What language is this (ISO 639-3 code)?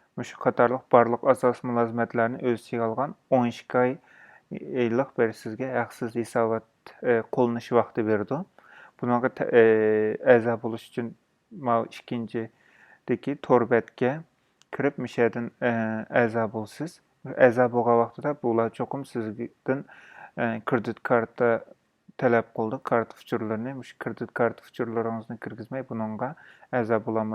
uig